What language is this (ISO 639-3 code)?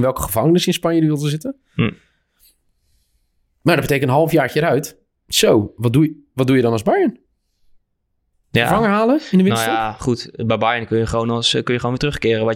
nld